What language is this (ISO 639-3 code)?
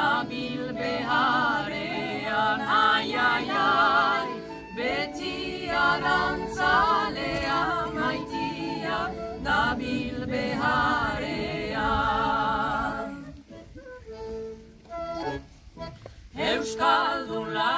eus